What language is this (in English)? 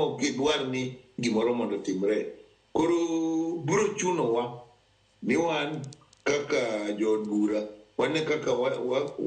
Luo (Kenya and Tanzania)